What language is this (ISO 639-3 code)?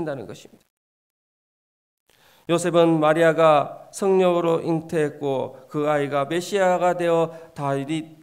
kor